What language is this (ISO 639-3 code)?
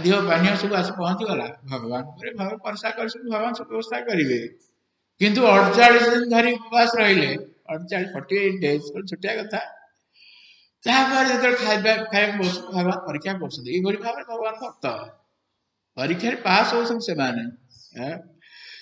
ori